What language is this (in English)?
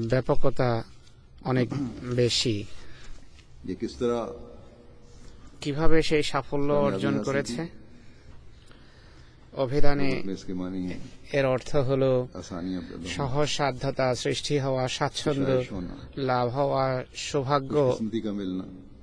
Bangla